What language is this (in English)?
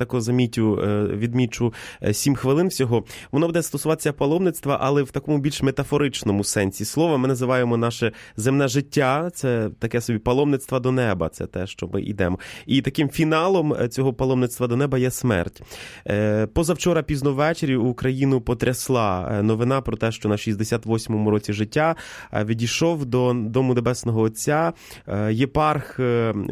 Ukrainian